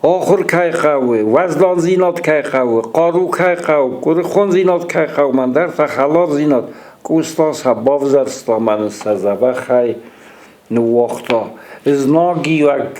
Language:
Ossetic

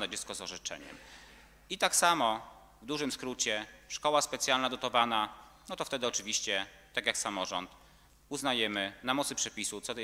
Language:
Polish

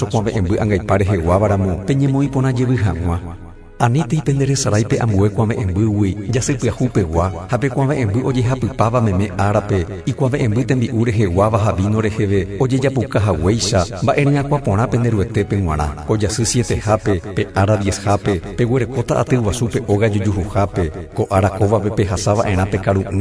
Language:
Guarani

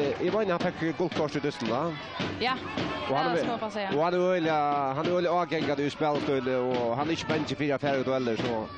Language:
Faroese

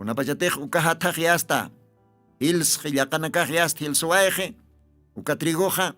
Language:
Aymara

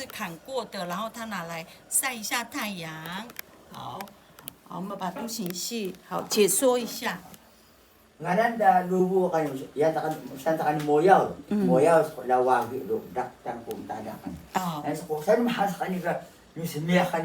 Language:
Atayal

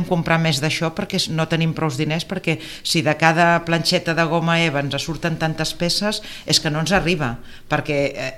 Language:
Catalan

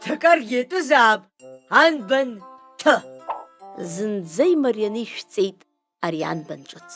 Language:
Abkhazian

